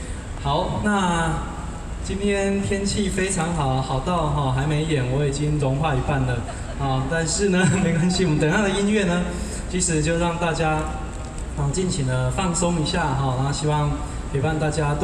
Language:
Chinese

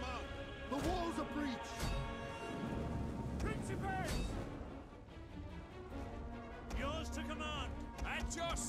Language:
Hungarian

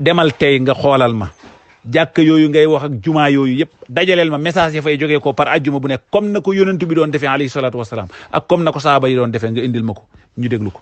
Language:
Wolof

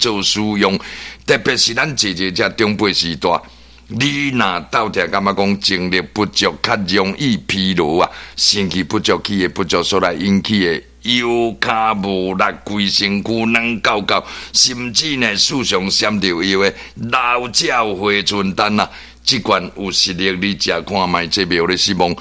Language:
Min Nan Chinese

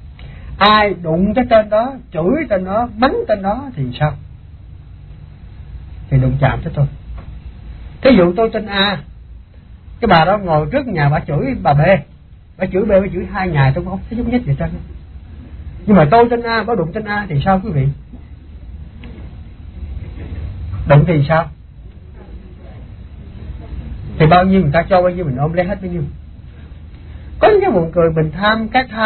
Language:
Vietnamese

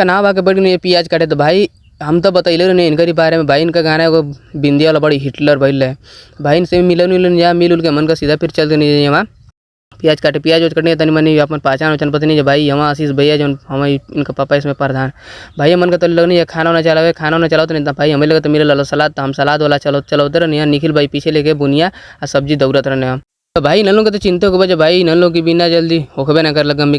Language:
Bhojpuri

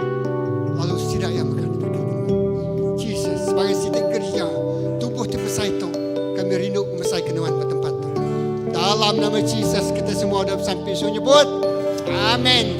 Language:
Iban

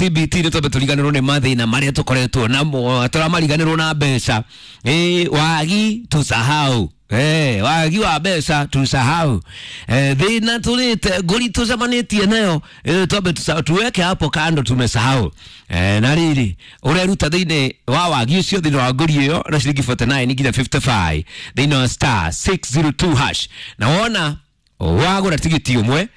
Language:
Kikuyu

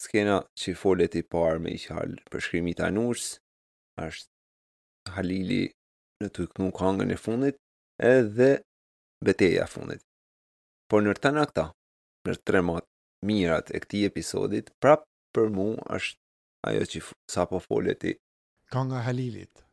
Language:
Albanian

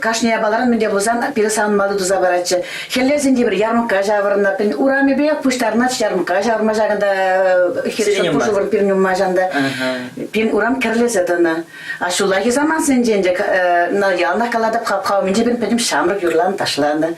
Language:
Chuvash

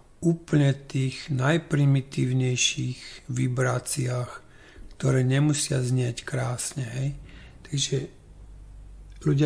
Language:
Slovak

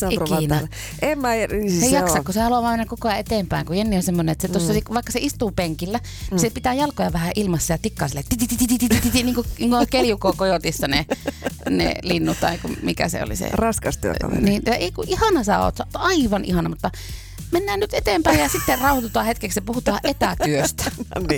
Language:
Finnish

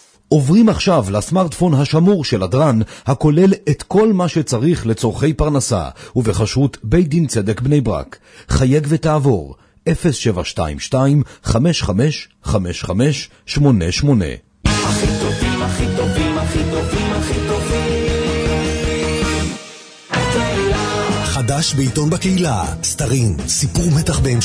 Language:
Hebrew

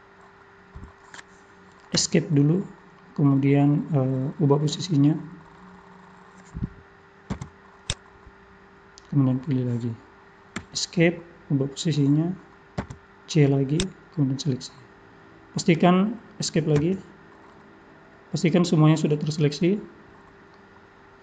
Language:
Indonesian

